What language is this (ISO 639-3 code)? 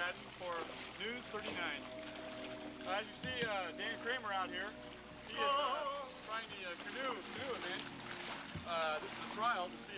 eng